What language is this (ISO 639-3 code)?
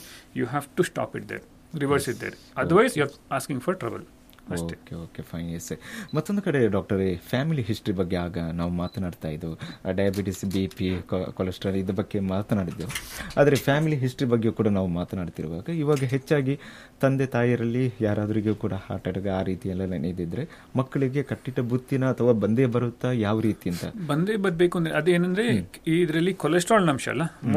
kan